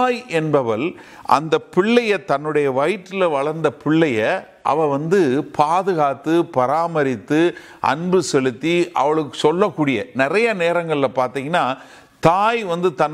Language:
Tamil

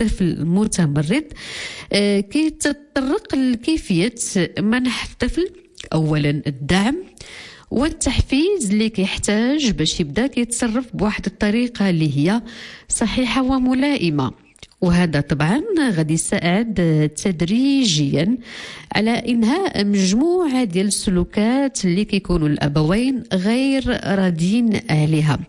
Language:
Moroccan Arabic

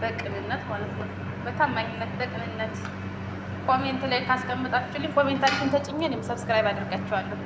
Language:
Amharic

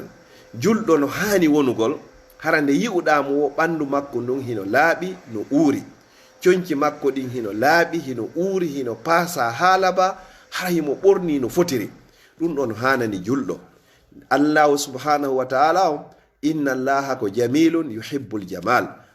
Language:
Fula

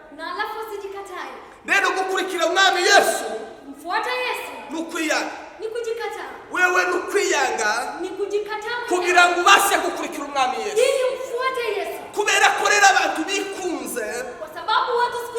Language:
Kinyarwanda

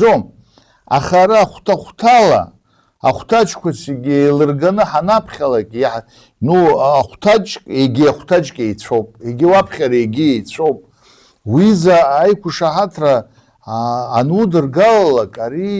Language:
Abkhazian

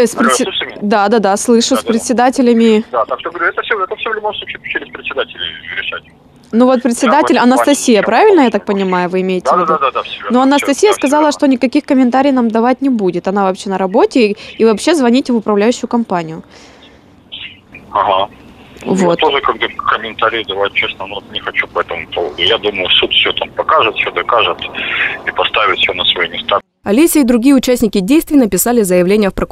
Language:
Russian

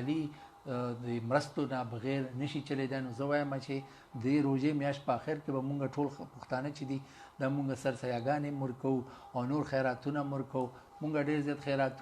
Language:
Pashto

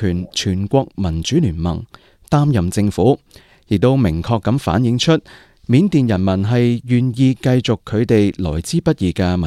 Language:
Cantonese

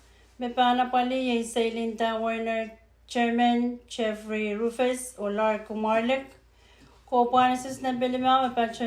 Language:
Pohnpeian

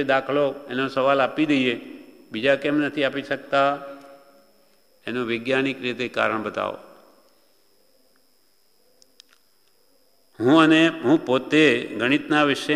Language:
Gujarati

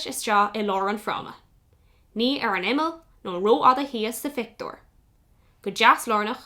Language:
Irish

